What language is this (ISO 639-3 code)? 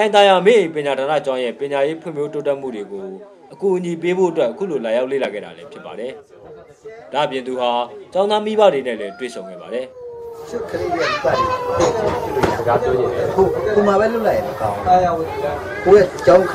mya